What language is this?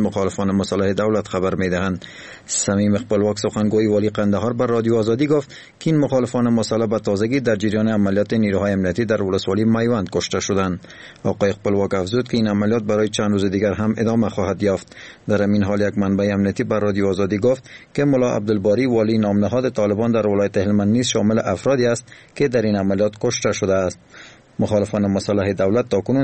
Persian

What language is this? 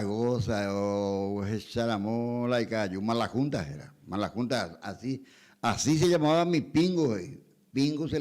Guarani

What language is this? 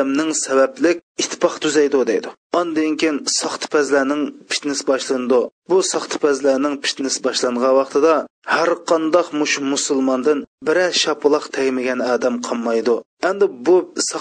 Uyghur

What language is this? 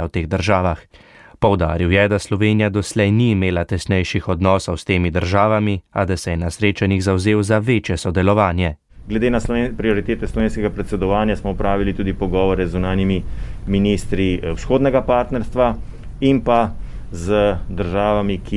Slovenian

